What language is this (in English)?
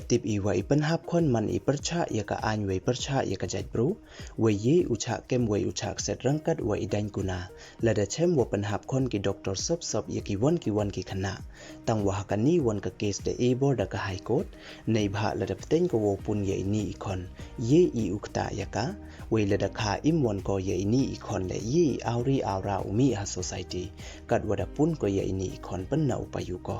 Pnar